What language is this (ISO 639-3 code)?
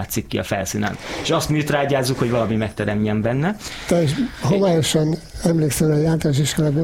hun